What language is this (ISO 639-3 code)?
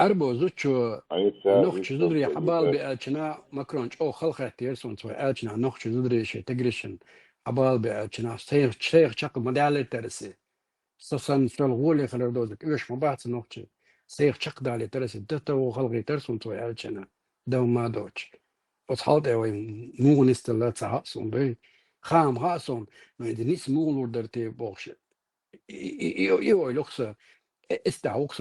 che